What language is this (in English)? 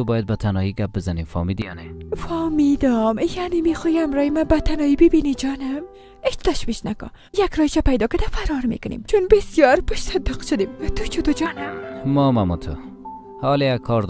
Persian